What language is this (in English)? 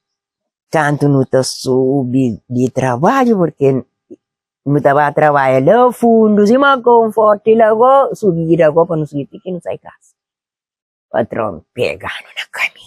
Kabuverdianu